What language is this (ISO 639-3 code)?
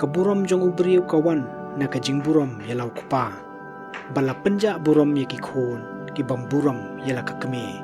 kha